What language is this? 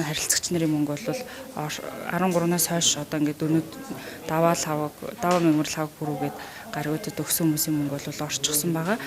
Mongolian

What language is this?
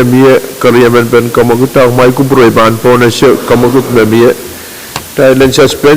Pohnpeian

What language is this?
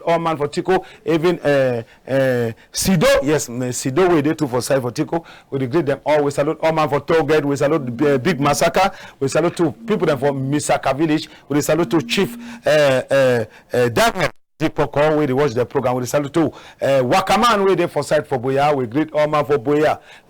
Cameroon Pidgin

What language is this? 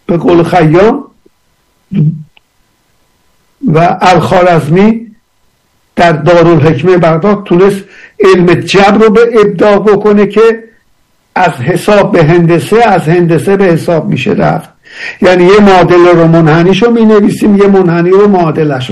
Persian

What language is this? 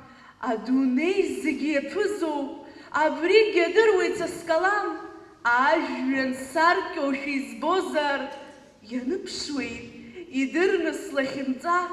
Abkhazian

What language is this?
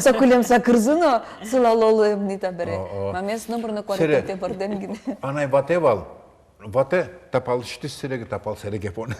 Udmurt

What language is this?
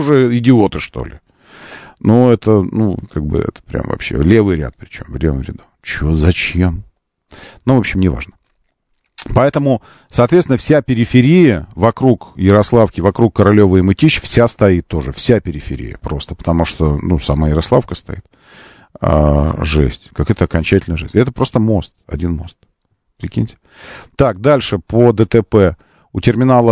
Russian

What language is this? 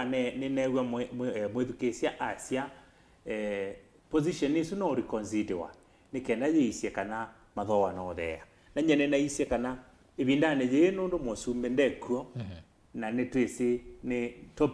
Kamba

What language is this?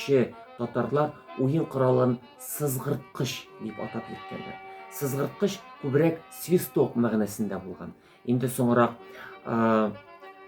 Tatar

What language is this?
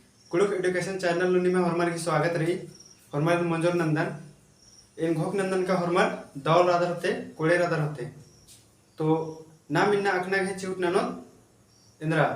Kurukh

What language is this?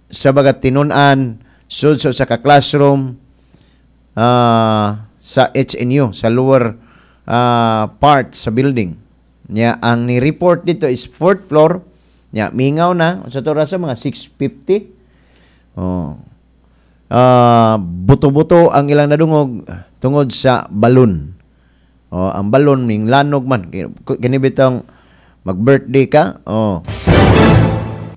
Cebuano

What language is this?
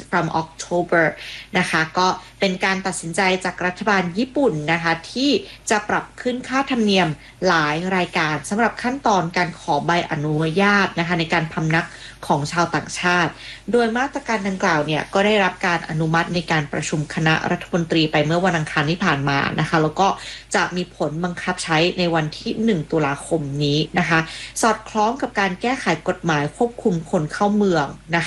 Thai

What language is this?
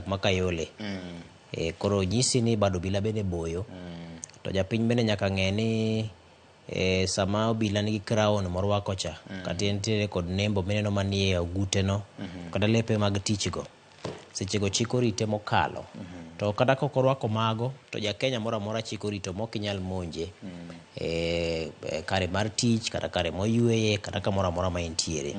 Luo (Kenya and Tanzania)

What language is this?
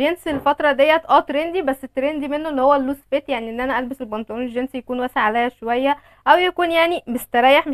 Egyptian Arabic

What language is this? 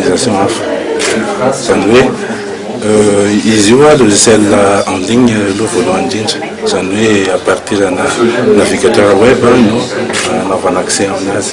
Malagasy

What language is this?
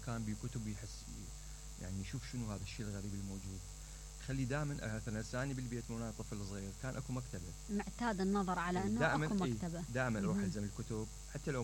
Mesopotamian Arabic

